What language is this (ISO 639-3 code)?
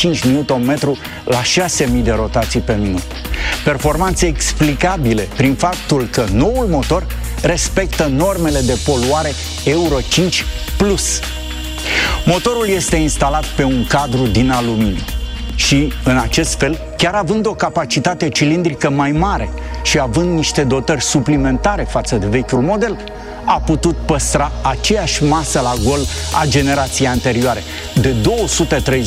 ron